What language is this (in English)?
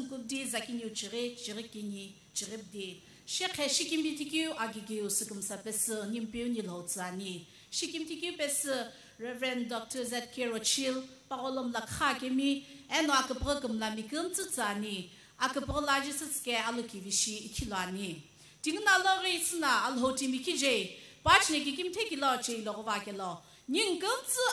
Sumi Naga